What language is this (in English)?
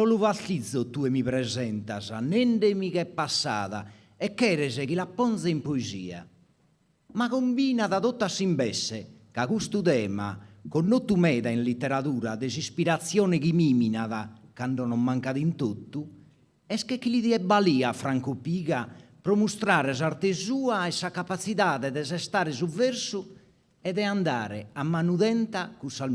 Sardinian